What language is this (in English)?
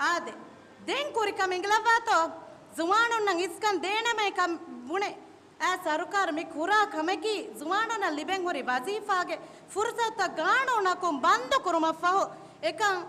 Divehi